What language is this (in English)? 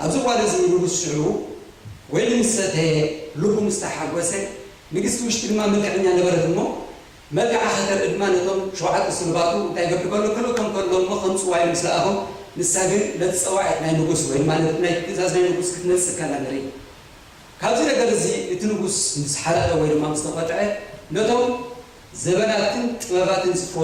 Tigrinya